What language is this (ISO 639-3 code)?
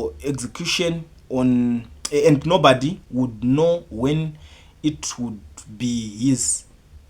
sna